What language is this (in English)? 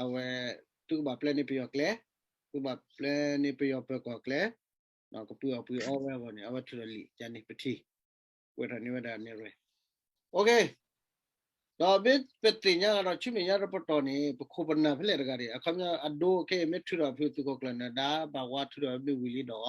S'gaw Karen